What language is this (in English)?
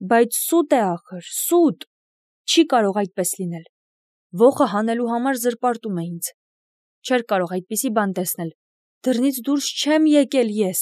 Armenian